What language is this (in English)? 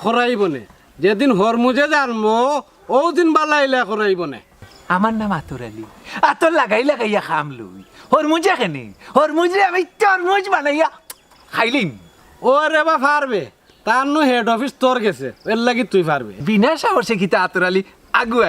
Sylheti